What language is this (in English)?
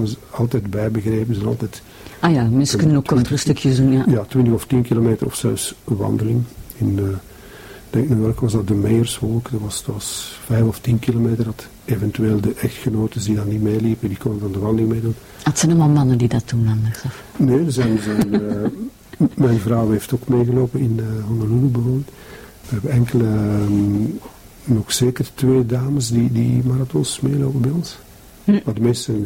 Dutch